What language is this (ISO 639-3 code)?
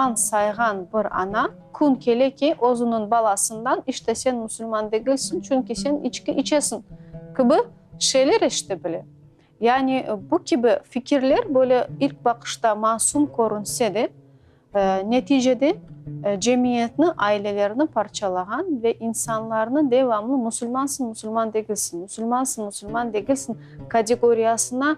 crh